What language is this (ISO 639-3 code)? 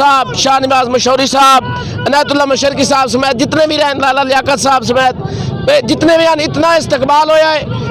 skr